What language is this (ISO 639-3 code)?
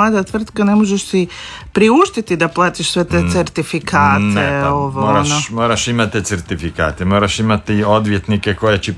hrv